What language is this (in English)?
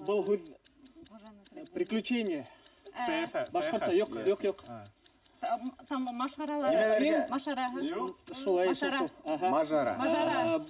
Bashkir